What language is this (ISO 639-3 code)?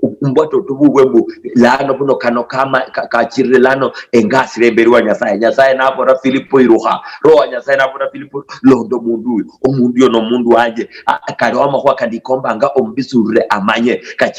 luy